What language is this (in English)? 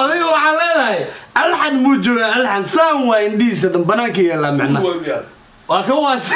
Somali